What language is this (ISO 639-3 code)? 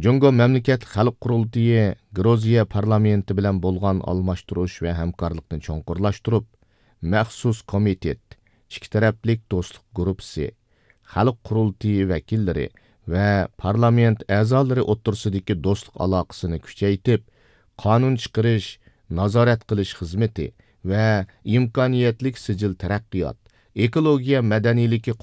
uig